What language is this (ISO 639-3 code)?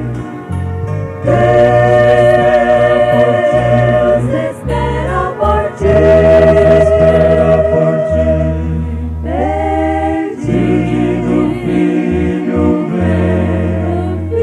por